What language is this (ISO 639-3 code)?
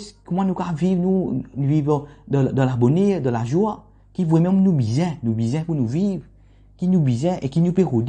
mfe